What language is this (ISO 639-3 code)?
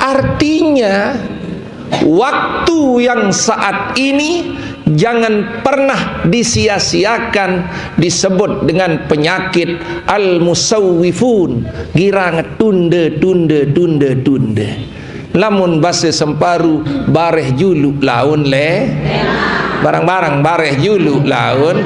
sas